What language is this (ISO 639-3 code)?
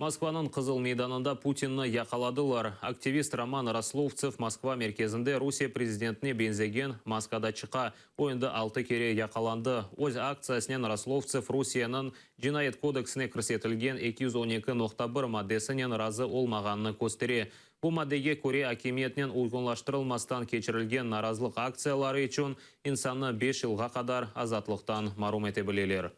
crh